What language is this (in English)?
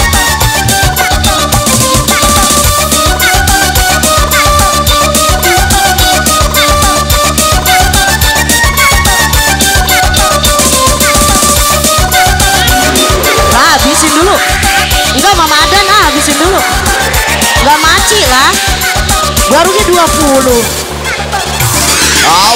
Indonesian